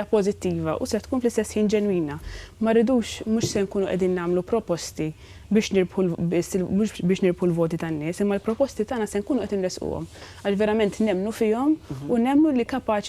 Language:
Maltese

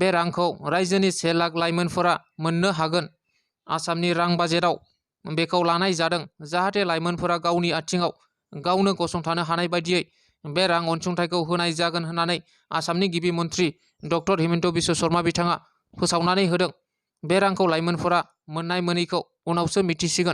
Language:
Bodo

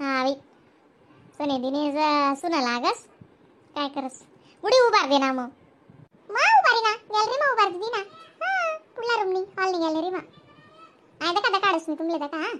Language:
Khandesi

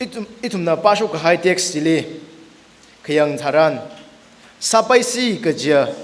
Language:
Tangkhul Naga (India)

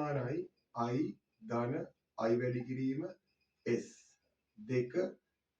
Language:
Sinhala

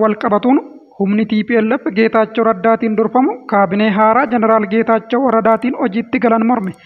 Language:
Oromo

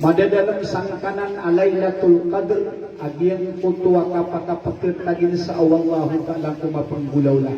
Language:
Maranao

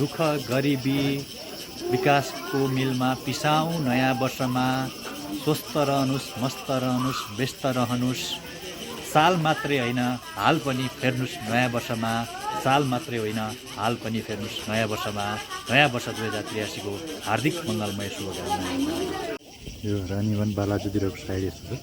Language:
Nepali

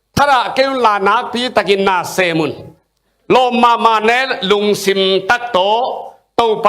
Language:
Tedim Chin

